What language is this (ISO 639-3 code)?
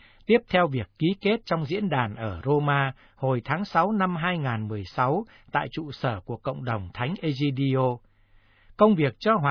vie